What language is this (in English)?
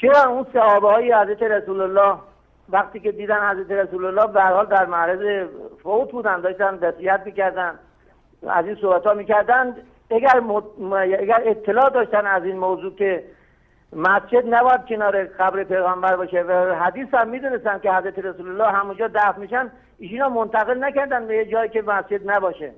Persian